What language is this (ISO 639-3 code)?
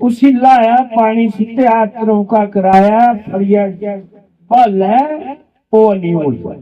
doi